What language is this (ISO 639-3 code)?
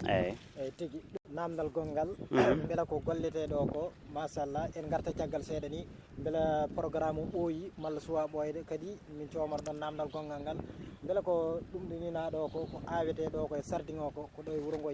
ful